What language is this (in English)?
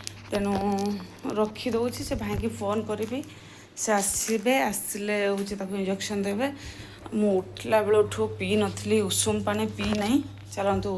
Odia